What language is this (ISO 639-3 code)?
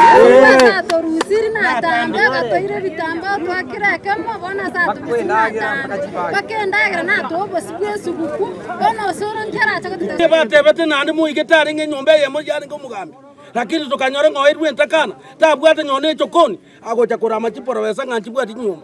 guz